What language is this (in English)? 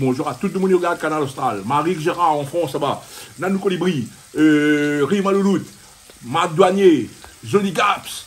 Réunion Creole French